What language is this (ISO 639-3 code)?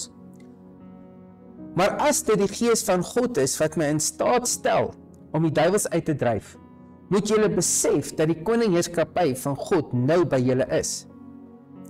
afr